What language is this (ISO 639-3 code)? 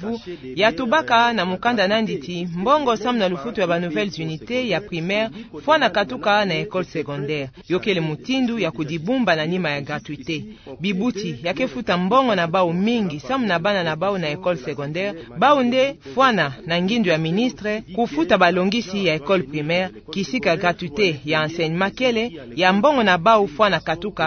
ktu